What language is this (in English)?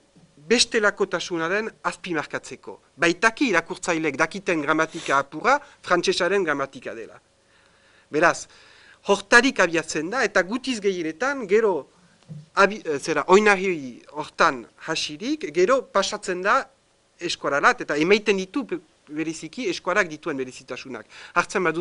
Basque